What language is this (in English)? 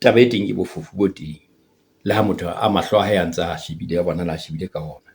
Southern Sotho